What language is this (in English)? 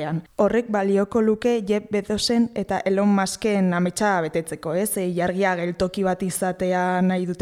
Basque